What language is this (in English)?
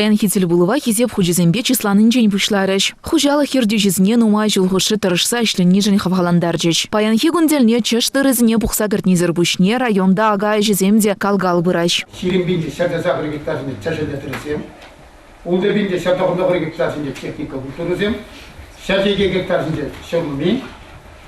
Chuvash